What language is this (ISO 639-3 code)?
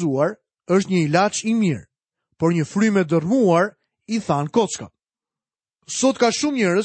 sqi